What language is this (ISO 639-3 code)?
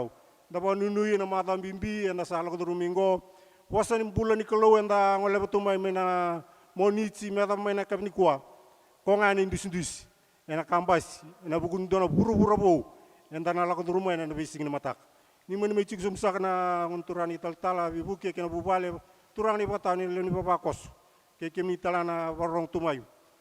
fij